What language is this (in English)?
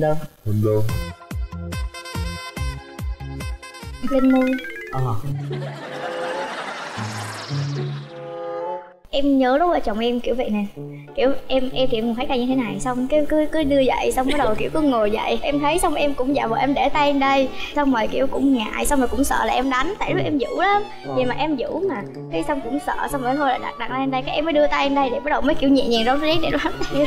Vietnamese